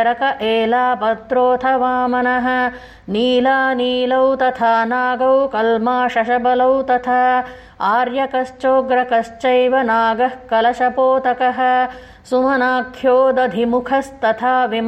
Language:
Sanskrit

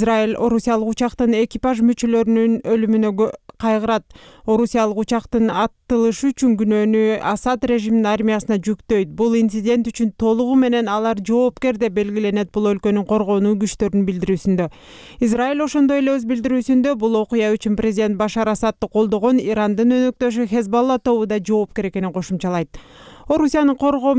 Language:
Kyrgyz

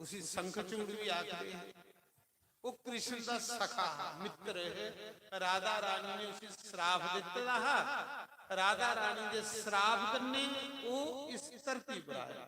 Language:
Dogri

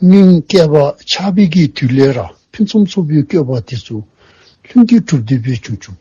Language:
Dzongkha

